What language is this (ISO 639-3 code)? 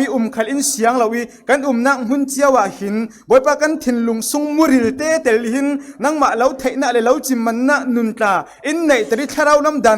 cfm